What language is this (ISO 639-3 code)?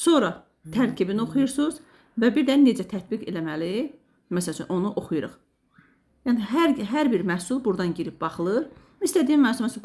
aze